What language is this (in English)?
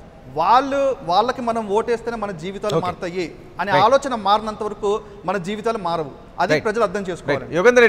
Telugu